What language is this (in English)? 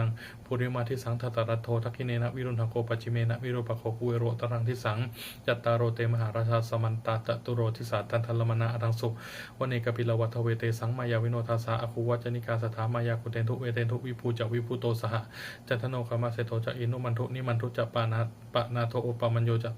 Pali